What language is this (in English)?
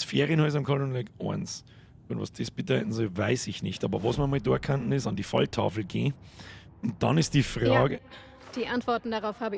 Bavarian